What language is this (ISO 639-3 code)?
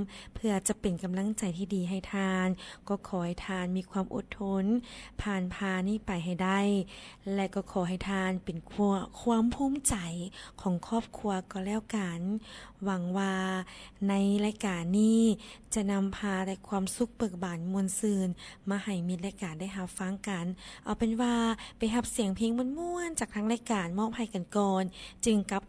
lao